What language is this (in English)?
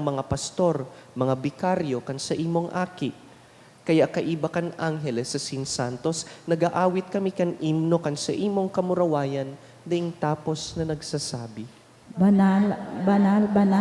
Bikol